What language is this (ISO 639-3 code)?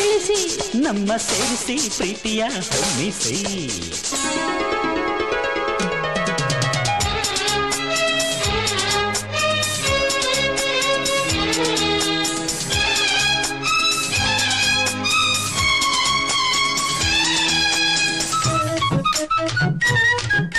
kan